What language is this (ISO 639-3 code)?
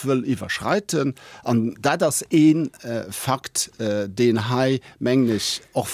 ltz